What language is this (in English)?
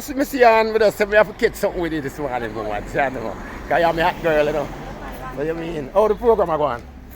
Jamaican Creole English